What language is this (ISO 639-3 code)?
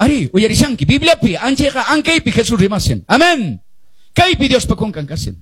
que